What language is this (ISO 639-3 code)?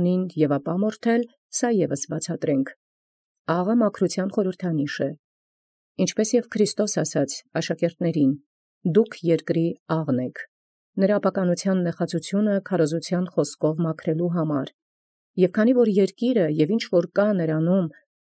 hye